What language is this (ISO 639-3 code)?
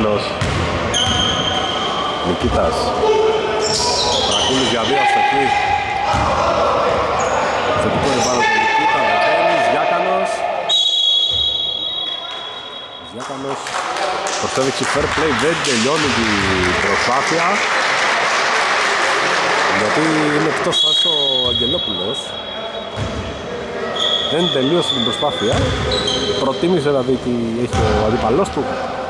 ell